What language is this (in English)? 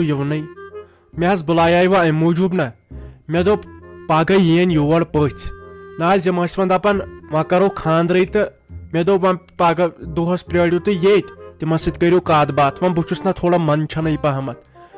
Kashmiri